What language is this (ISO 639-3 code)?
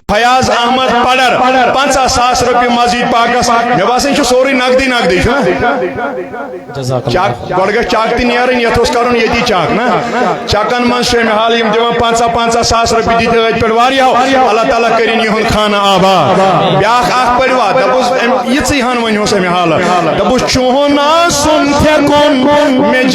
kas